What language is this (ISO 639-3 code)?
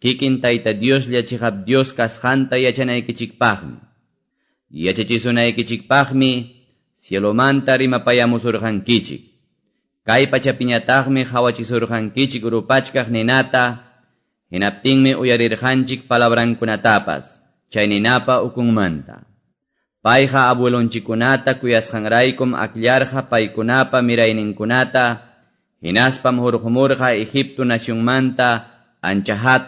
que